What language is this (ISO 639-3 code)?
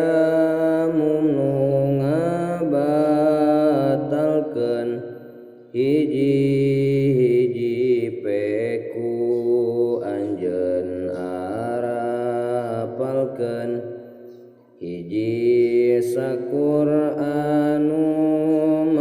sun